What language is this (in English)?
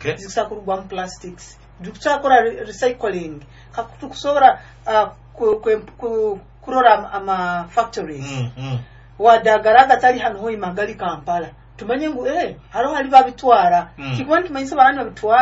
Nyoro